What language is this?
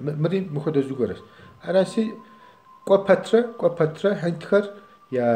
Kabardian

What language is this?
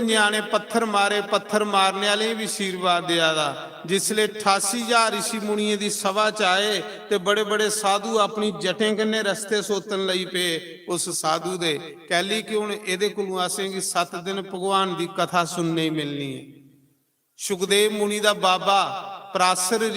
Dogri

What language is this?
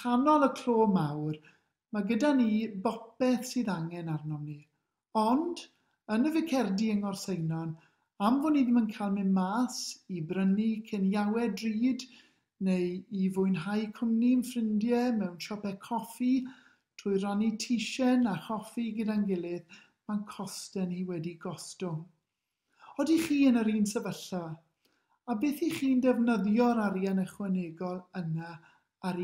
Welsh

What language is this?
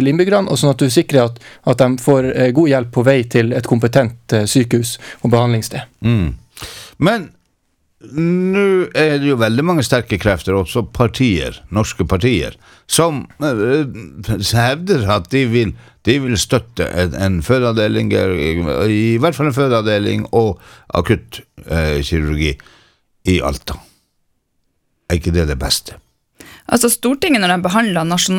Norwegian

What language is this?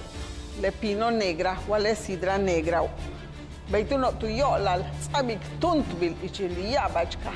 Yucateco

